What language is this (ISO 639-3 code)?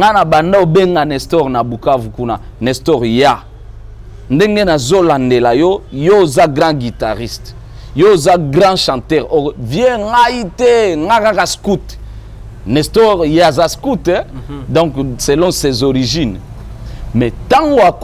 lin